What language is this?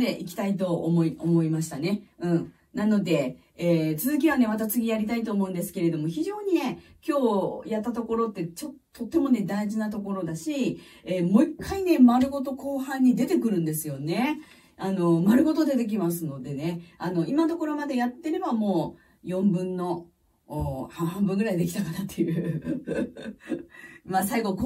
Japanese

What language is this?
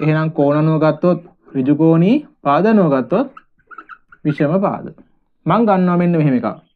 Sinhala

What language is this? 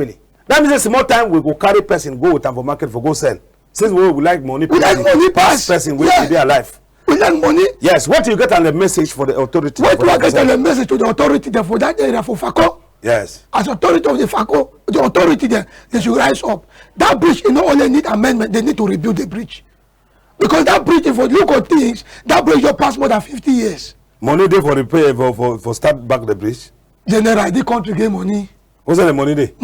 Cameroon Pidgin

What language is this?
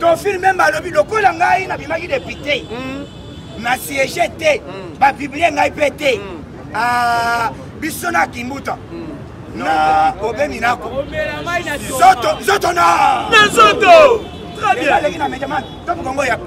Lingala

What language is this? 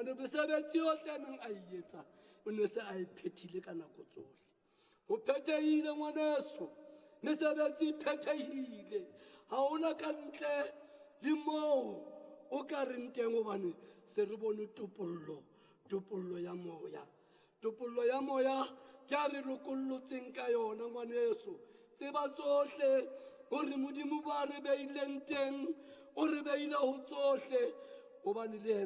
Southern Sotho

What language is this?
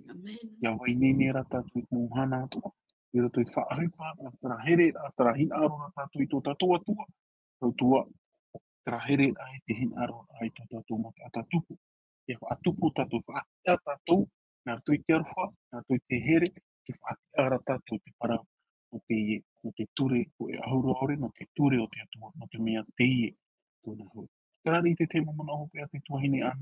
Tahitian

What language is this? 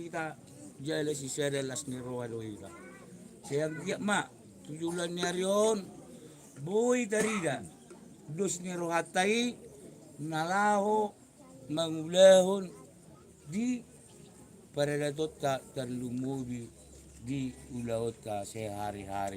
Batak Toba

